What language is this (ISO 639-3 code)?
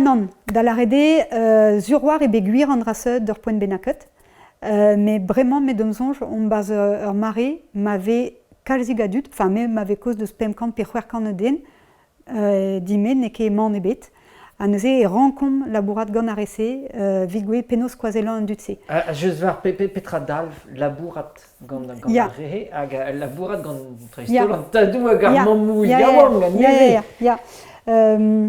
bre